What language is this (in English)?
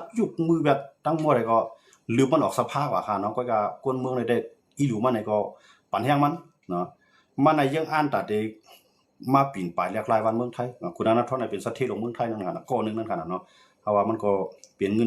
Shan